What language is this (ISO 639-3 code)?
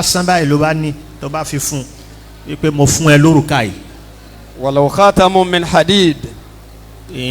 yor